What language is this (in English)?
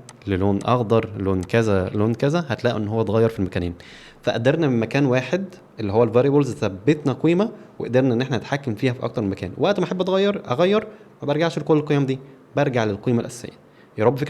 Egyptian Arabic